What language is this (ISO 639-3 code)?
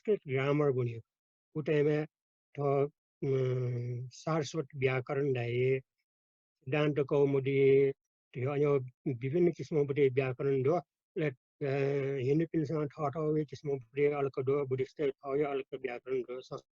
new